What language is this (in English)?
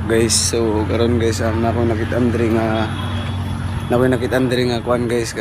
Cebuano